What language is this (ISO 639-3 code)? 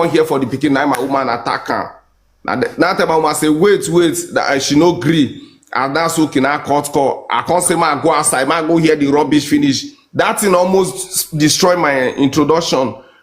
pcm